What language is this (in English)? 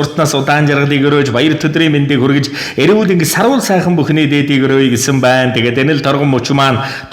Mongolian